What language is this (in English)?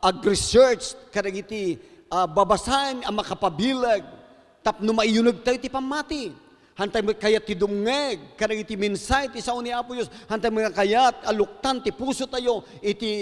Iloko